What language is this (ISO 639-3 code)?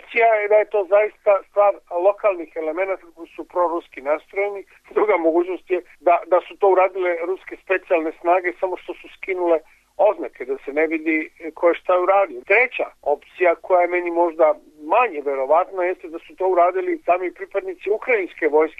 srp